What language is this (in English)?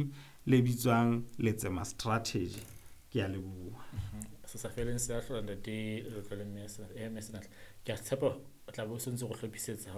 Southern Sotho